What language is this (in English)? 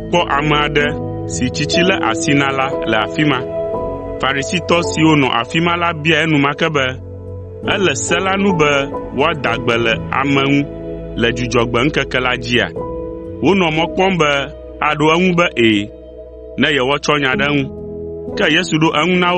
Ewe